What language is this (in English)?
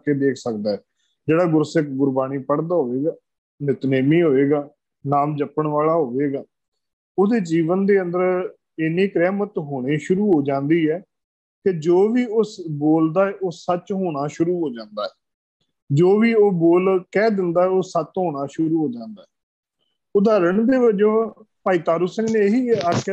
Punjabi